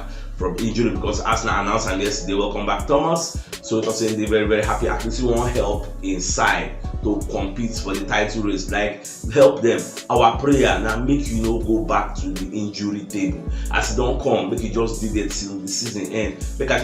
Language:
Nigerian Pidgin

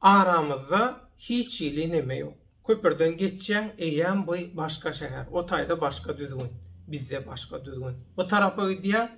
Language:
Turkmen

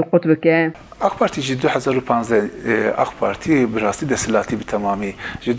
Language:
Kurdish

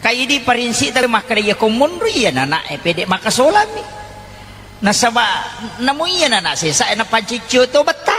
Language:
Buginese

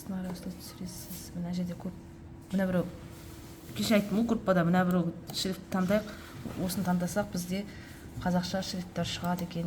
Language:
Kazakh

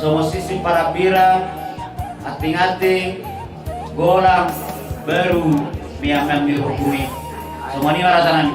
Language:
Batak Toba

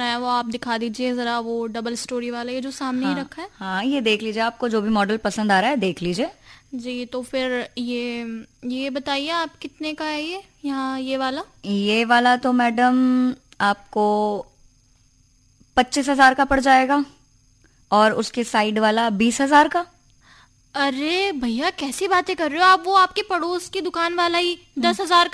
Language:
Hindi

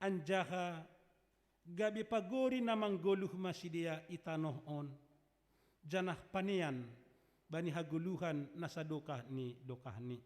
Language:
Batak Simalungun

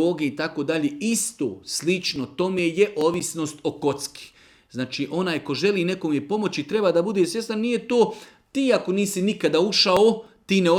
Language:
Bosnian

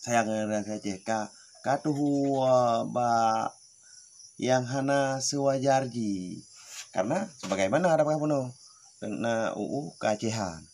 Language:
Achinese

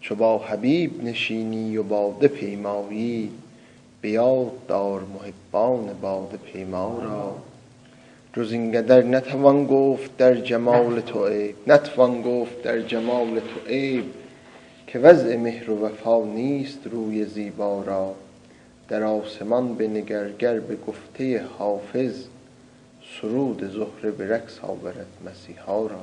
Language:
South Azerbaijani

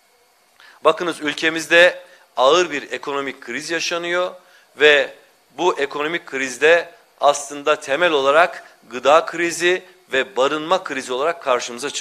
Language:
Turkish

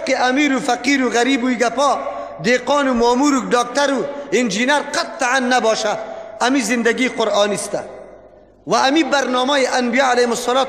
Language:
Persian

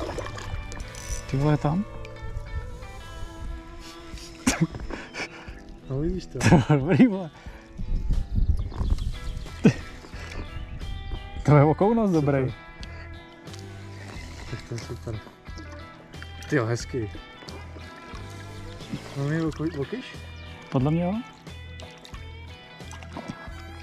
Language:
Czech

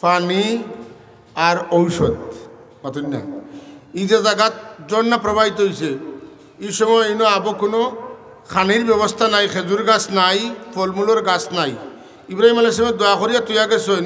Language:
Sylheti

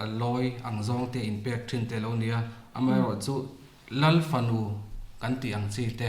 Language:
Mizo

